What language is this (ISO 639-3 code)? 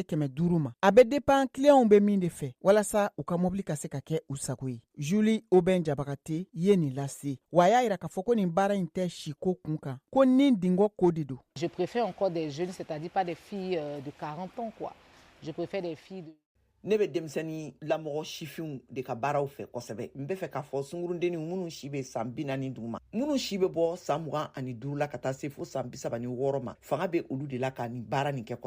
bam